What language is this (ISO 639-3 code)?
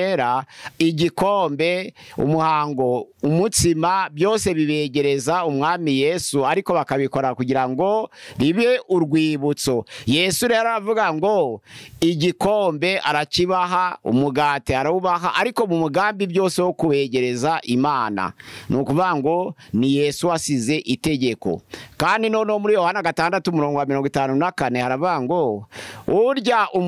kin